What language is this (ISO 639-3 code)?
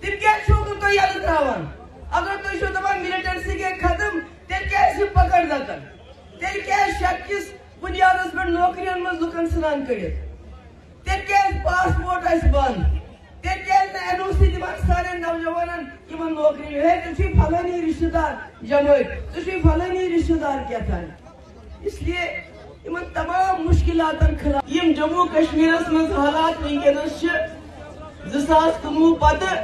kas